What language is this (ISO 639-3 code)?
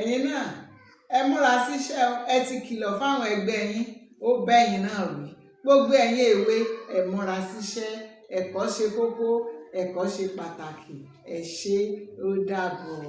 yor